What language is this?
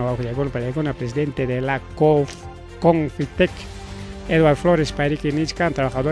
Ayacucho Quechua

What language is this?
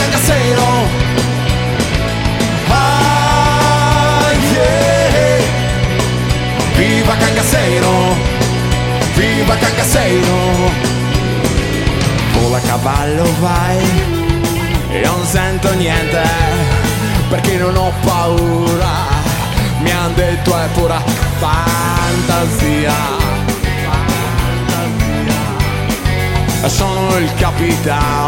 Italian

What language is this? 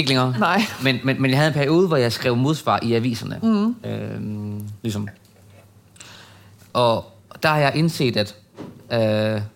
Danish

